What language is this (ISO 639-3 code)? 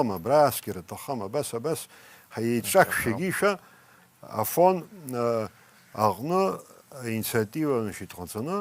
abk